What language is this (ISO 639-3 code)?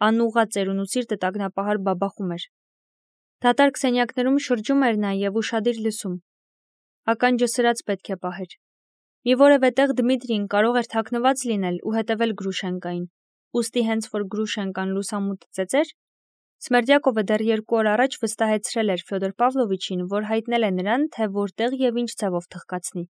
hye